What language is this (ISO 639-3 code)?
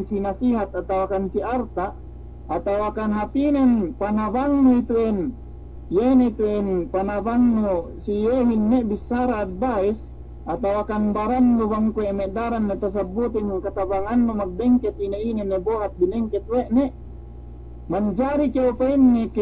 yka